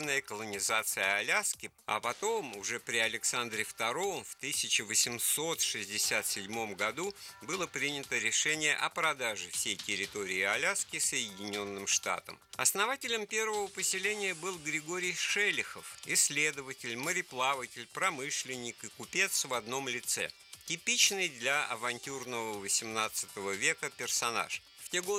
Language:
Russian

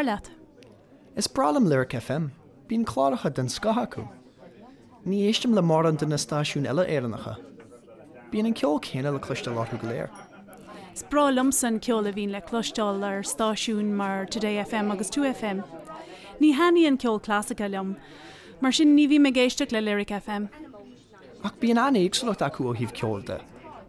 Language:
Irish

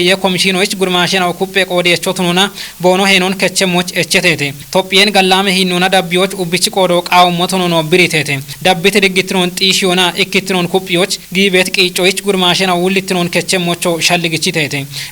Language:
Kafa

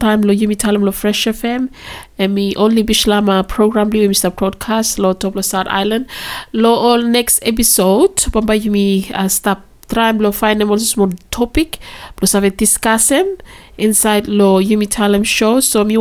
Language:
Bislama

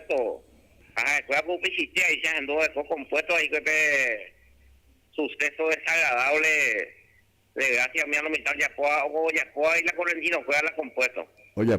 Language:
Guarani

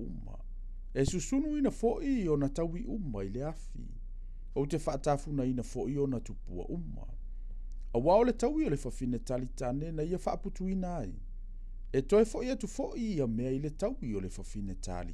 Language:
Samoan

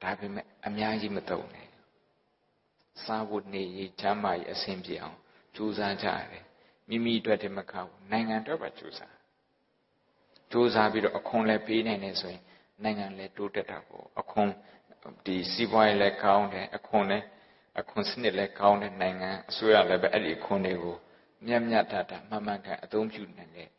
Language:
Burmese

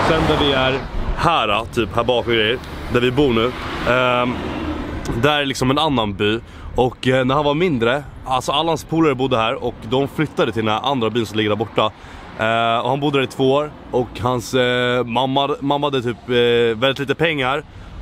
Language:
Swedish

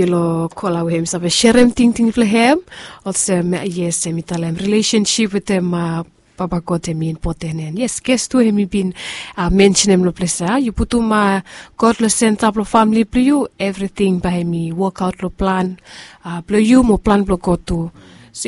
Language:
Bislama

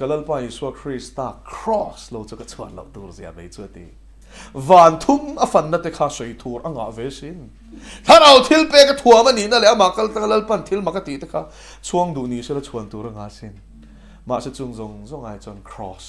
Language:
Mizo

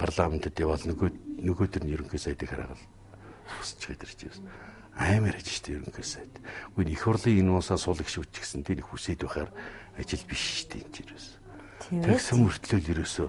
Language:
Mongolian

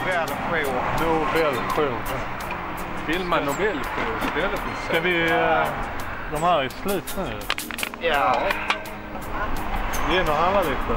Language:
Swedish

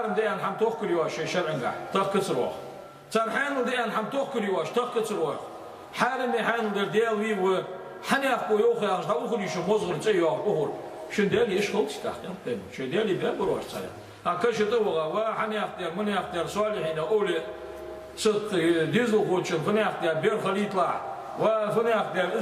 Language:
Ingush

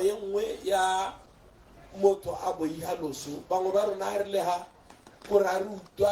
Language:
Tswana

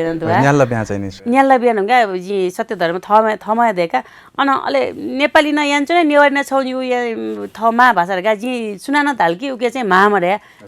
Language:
Newari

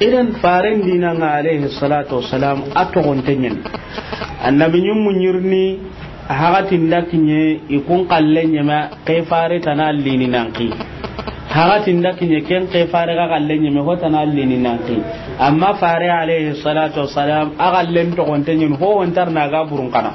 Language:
Soninke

